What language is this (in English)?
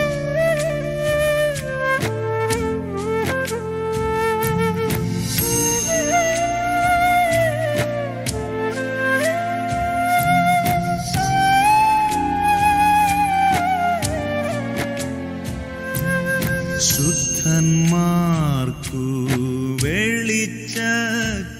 Malayalam